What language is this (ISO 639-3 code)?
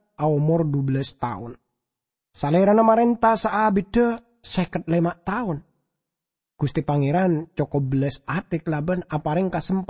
mad